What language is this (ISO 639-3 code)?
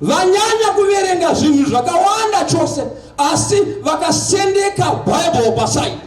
sna